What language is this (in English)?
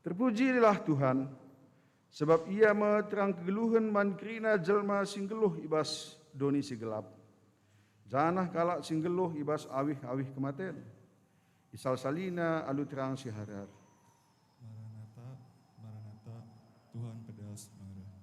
Batak Karo